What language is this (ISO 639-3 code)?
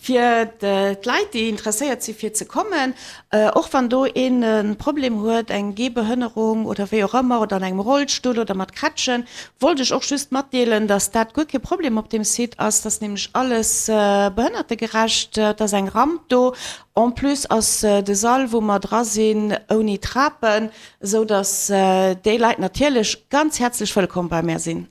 ltz